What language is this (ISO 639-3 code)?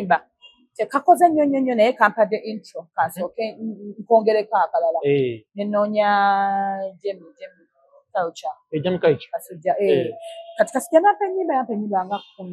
lug